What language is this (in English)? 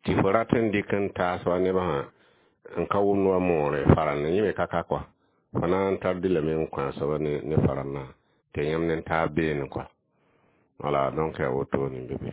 Mossi